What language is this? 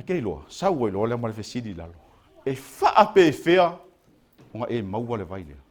Samoan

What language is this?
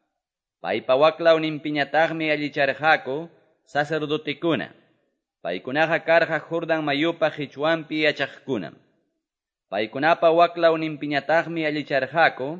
Quechua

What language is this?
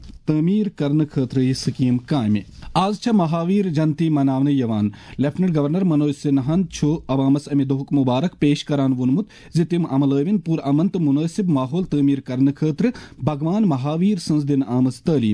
Kashmiri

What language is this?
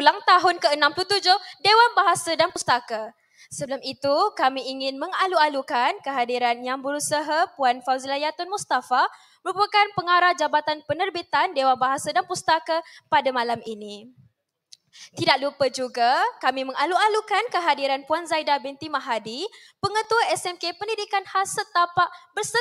Malay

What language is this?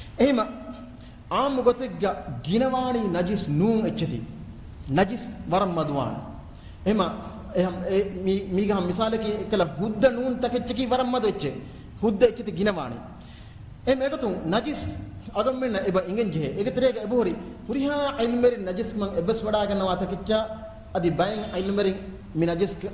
Divehi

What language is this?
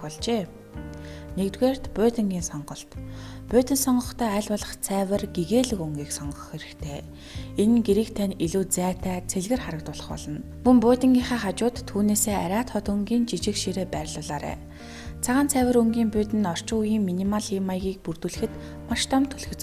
Mongolian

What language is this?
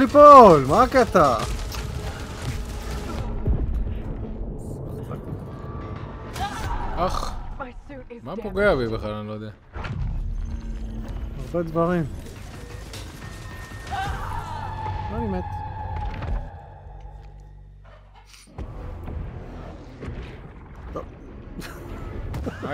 Hebrew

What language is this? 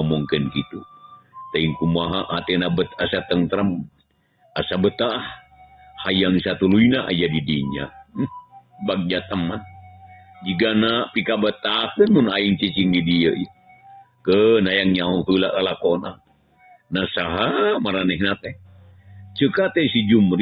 Sundanese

